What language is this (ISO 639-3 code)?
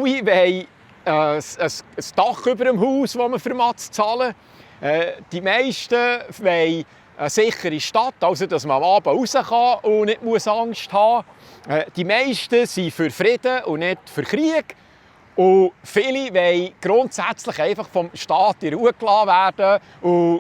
gsw